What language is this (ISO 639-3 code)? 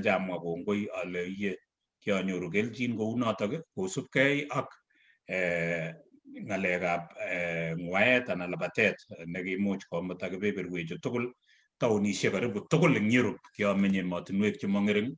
kln